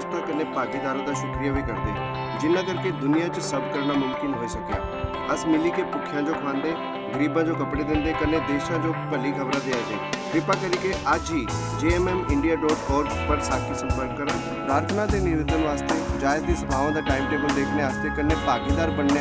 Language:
Dogri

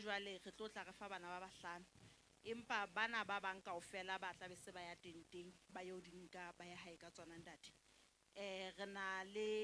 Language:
Southern Sotho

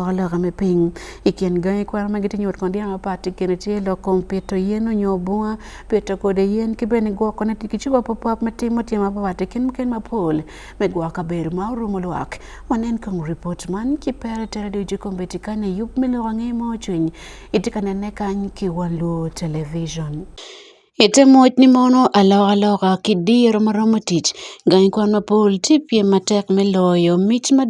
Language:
Acoli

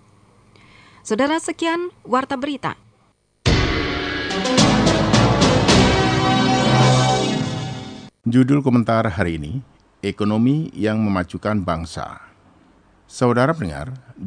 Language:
Indonesian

